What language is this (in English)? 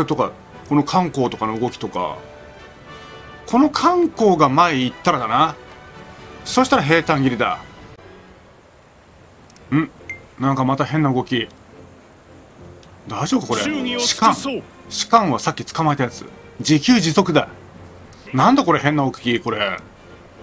Japanese